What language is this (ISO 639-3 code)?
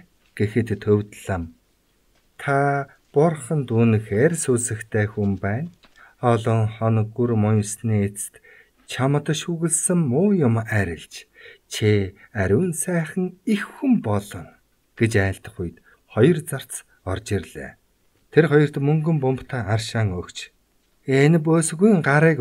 mon